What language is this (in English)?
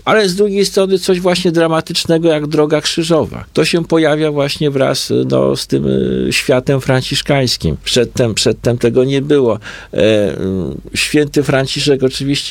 Polish